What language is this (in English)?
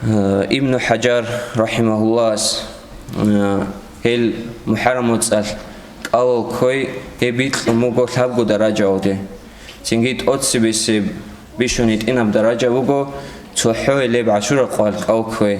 Avaric